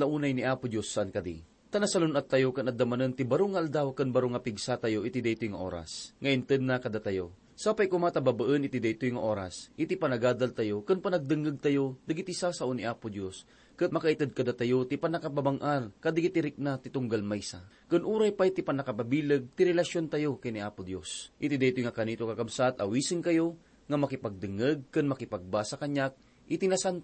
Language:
Iloko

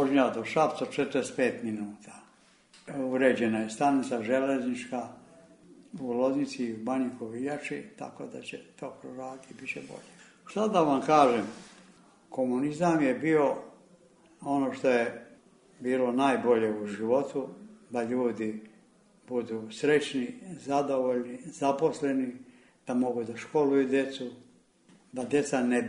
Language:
Serbian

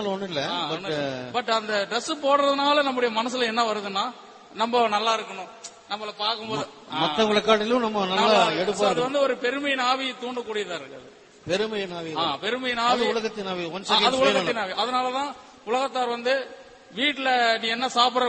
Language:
Tamil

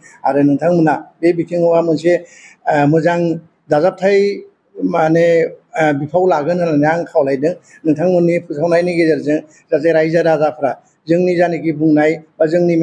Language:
Bodo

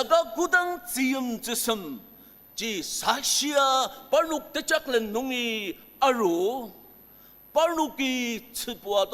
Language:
Ao Naga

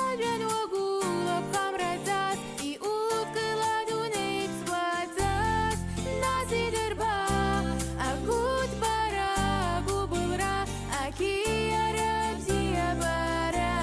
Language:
Abkhazian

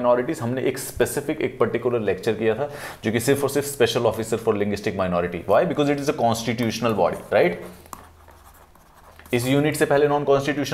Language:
Hindi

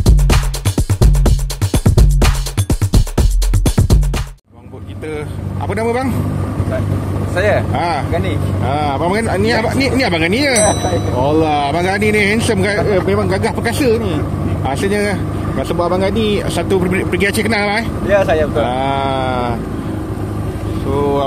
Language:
Malay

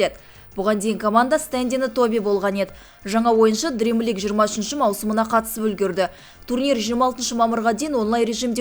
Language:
Kazakh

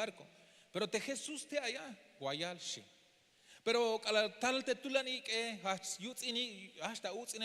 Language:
Tzeltal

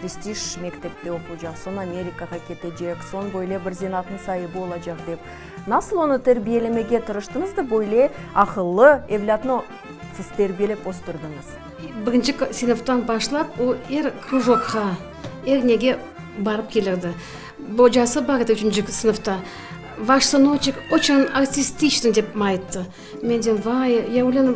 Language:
Crimean Tatar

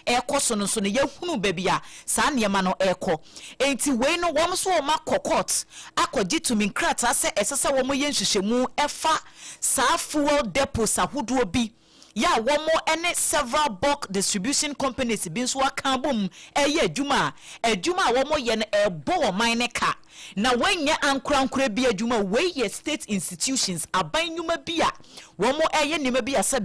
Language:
Akan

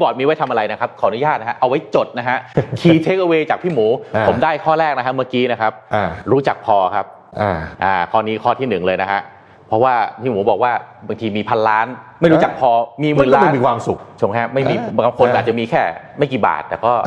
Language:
Thai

